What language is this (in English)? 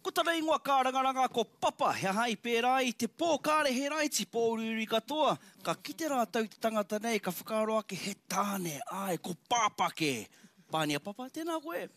Māori